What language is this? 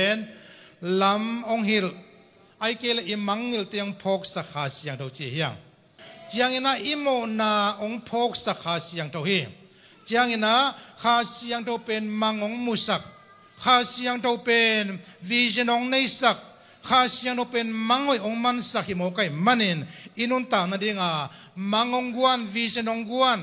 Tedim Chin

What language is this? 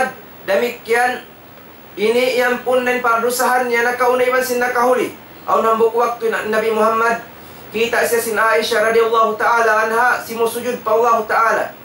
Tausug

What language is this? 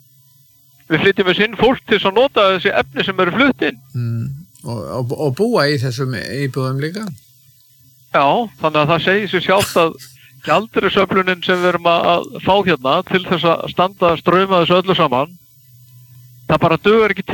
Icelandic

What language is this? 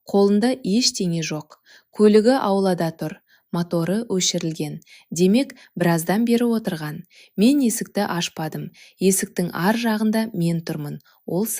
Kazakh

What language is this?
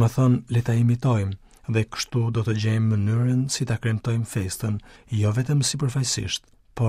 Albanian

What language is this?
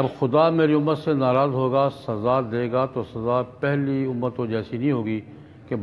Urdu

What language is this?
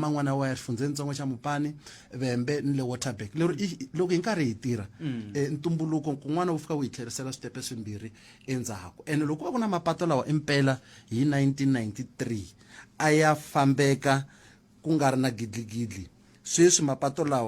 Tsonga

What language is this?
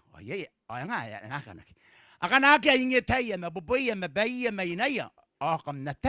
Gilbertese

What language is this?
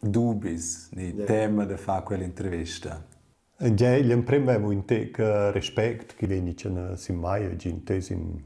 Romansh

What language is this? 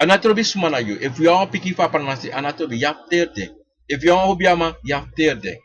Sranan Tongo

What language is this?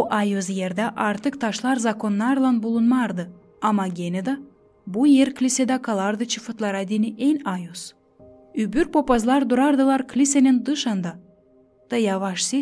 Gagauz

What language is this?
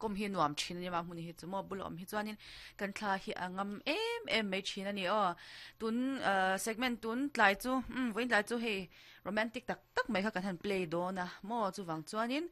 Mizo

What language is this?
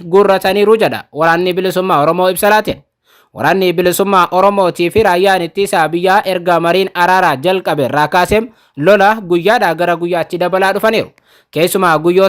Oromo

